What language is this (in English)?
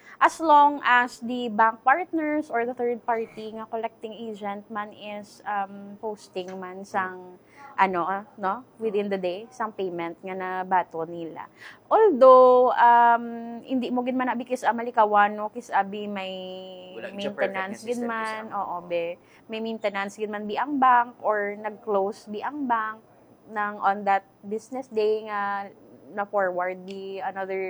Hiligaynon